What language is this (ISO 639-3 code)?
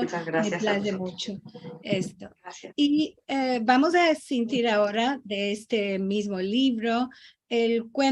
lad